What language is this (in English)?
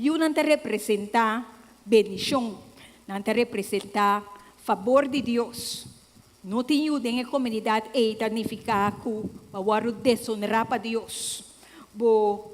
Papiamento